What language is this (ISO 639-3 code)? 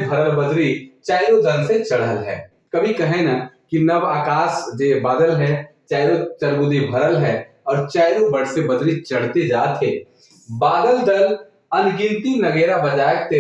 sck